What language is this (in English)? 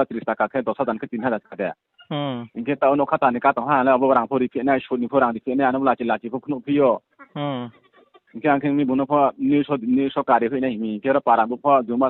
Riang (India)